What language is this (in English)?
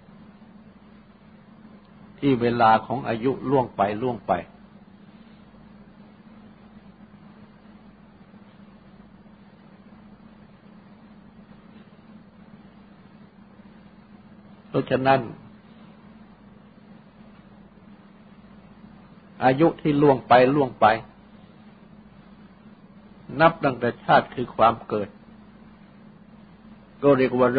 Thai